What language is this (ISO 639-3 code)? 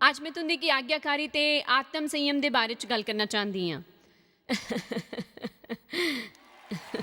doi